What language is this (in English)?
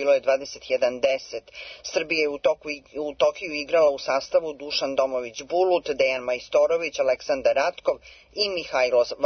Serbian